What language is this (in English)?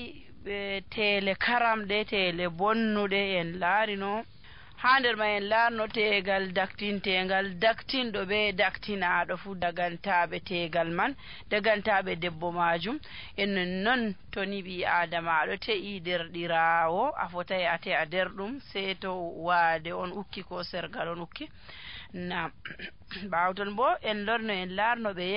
Nigerian Fulfulde